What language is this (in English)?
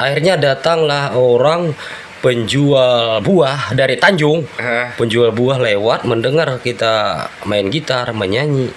Banjar